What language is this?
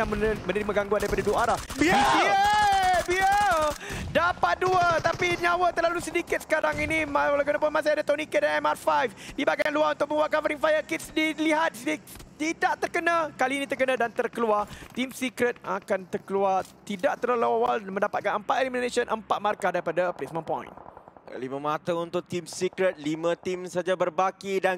Malay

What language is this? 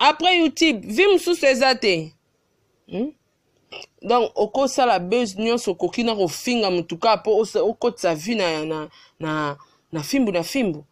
Lingala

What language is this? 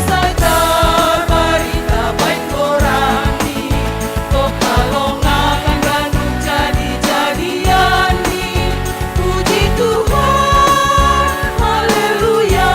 Batak Simalungun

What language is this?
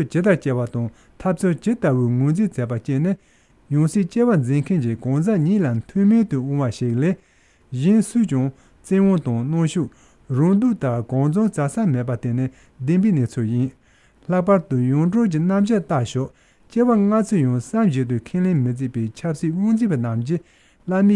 Tibetan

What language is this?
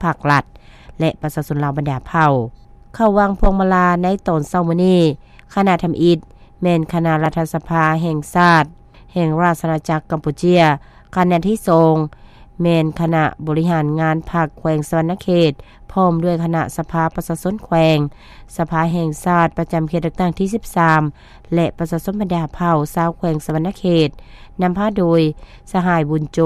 Lao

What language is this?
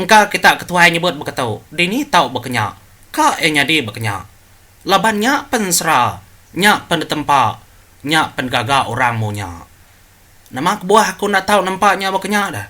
Iban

